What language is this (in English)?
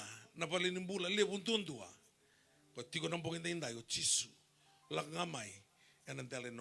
Fijian